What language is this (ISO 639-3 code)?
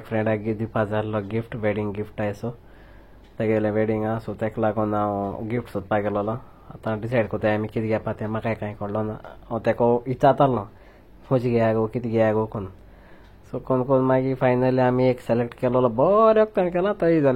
kok